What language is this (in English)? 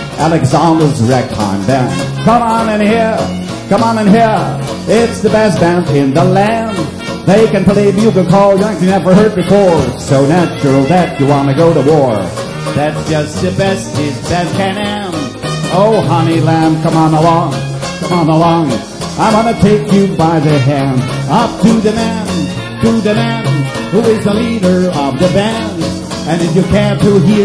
English